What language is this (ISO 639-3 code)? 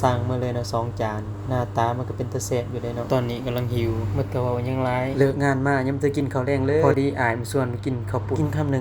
lao